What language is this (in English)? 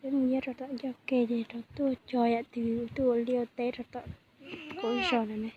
Hmong